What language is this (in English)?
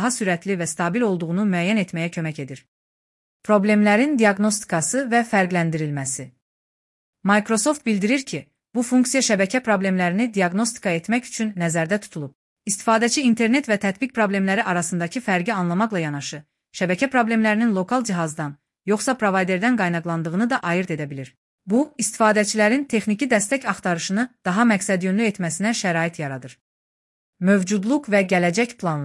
Azerbaijani